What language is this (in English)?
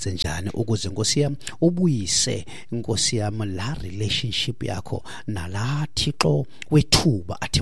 Xhosa